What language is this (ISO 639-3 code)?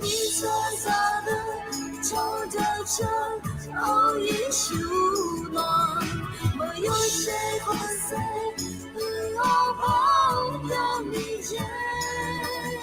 ahk